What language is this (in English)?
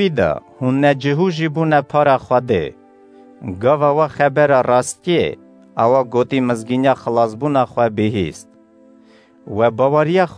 Kurdish